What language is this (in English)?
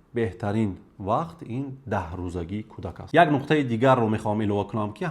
Tajik